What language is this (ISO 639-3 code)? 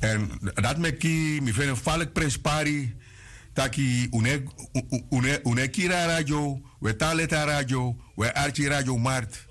srn